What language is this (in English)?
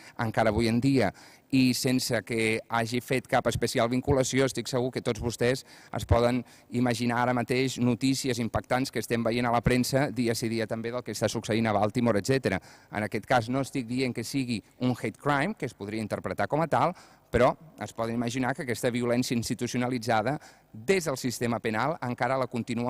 Catalan